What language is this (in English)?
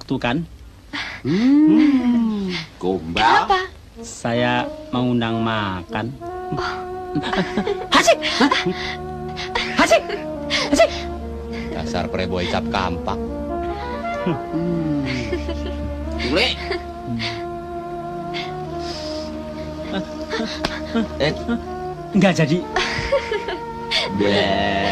Indonesian